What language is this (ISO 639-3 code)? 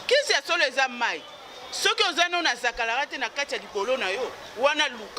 lin